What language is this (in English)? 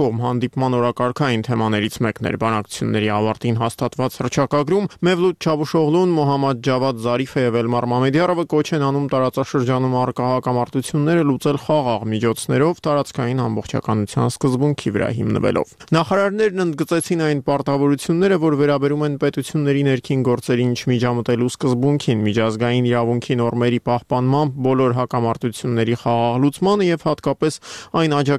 Armenian